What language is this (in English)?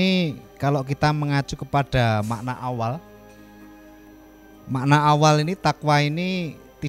Indonesian